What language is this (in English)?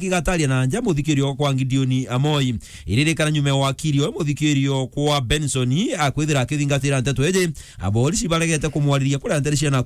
Meru